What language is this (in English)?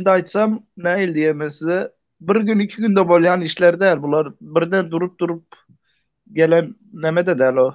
Turkmen